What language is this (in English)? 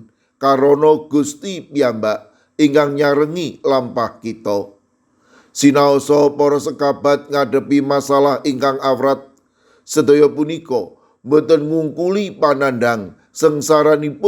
Javanese